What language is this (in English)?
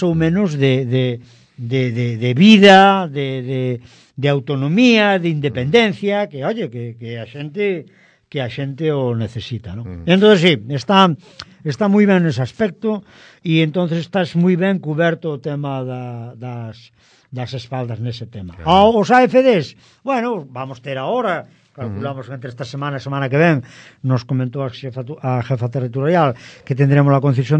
Galician